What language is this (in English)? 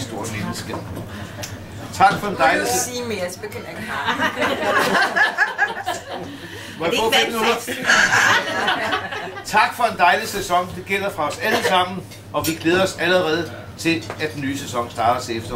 Danish